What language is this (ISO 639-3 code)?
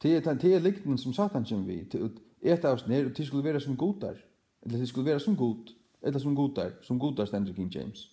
fao